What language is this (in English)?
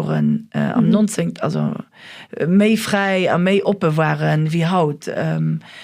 Luxembourgish